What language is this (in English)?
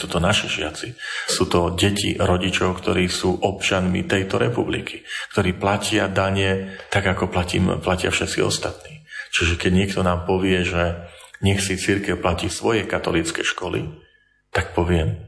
Slovak